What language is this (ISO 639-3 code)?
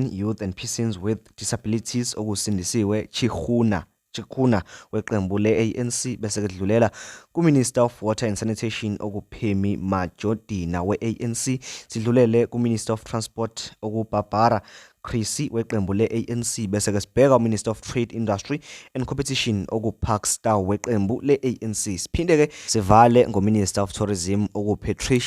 zul